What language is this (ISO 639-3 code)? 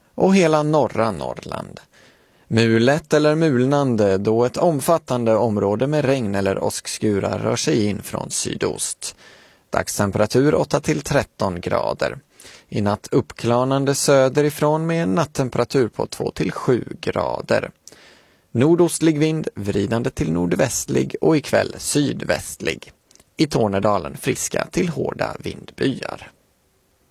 swe